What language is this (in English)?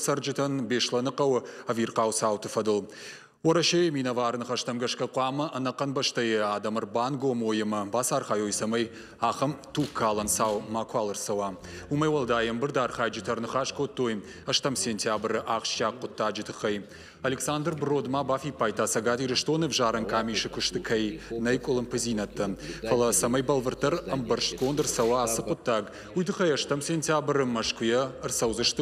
Ossetic